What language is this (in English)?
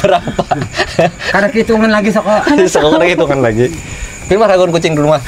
Banjar